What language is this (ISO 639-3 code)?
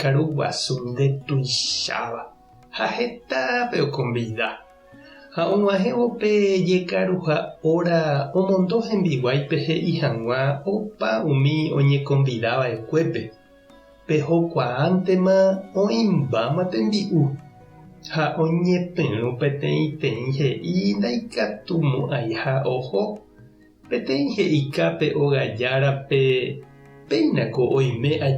grn